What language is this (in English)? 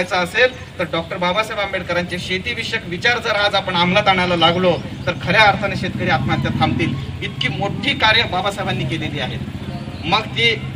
Marathi